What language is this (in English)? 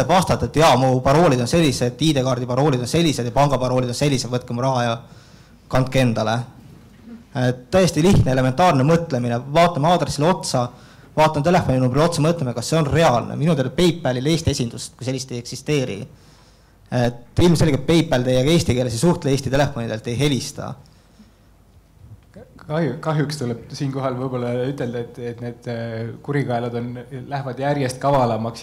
Estonian